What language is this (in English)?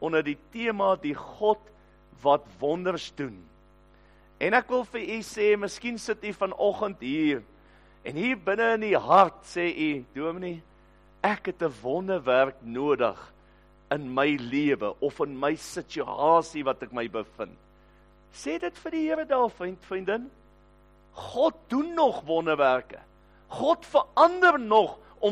Afrikaans